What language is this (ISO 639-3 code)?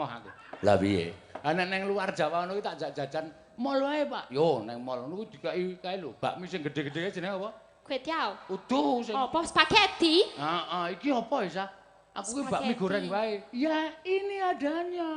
jav